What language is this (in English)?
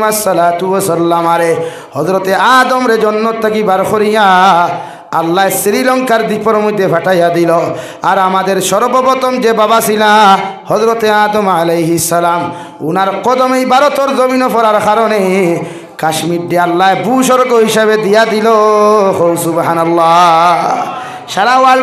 Sylheti